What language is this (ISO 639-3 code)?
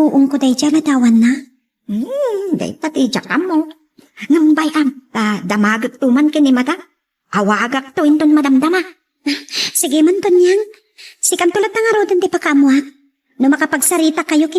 ilo